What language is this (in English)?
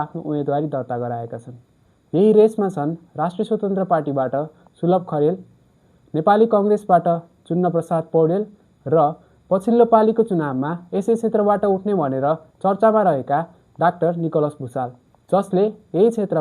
Nepali